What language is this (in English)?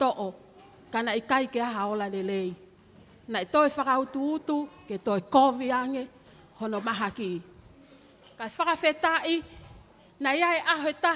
Tongan